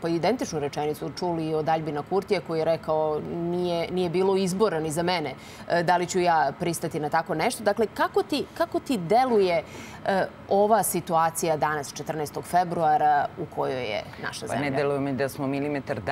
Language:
Serbian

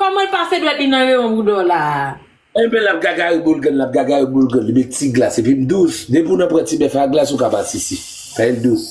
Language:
Haitian Creole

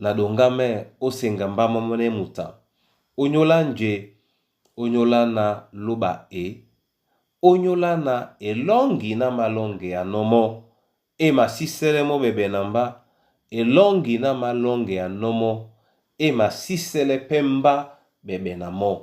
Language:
Duala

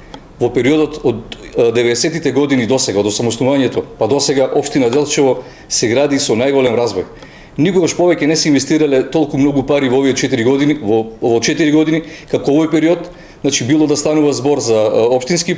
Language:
Macedonian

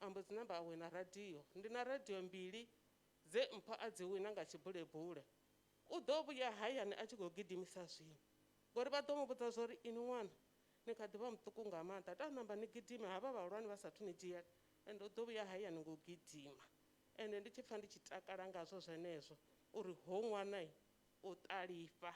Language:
Venda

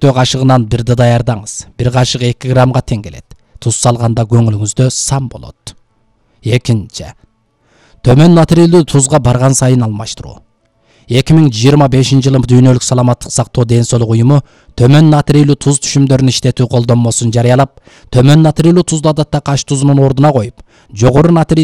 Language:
Kyrgyz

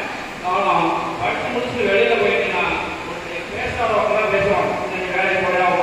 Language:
Tamil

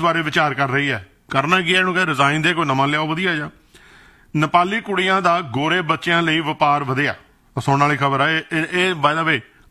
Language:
Punjabi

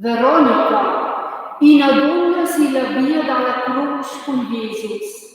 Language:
Romansh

